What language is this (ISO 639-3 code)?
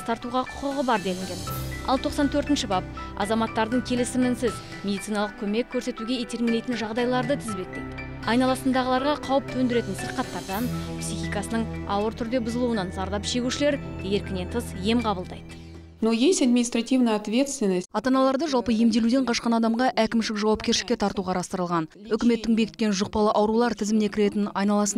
kaz